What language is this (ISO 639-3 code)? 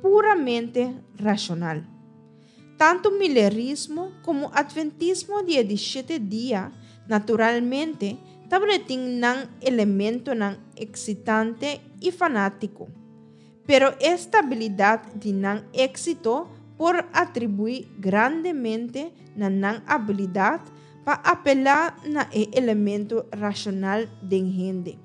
pap